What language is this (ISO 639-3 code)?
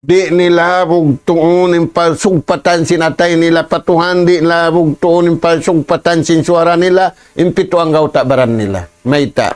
tsg